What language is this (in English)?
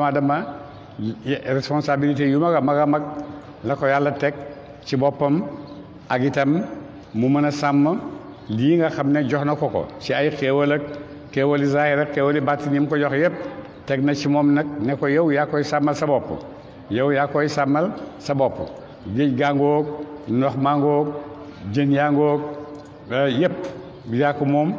Wolof